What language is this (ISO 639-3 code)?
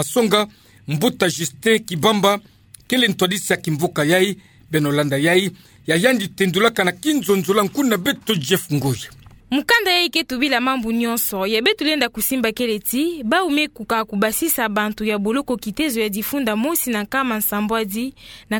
ktu